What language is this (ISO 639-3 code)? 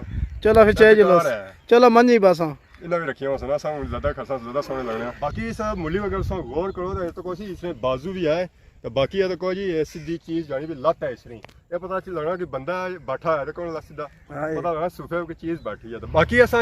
phr